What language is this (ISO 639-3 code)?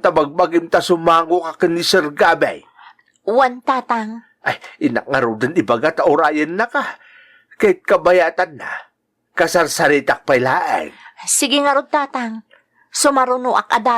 ilo